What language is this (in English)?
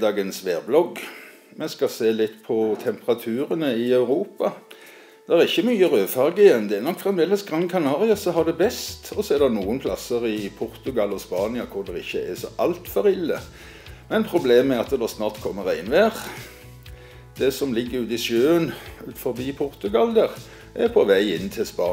Norwegian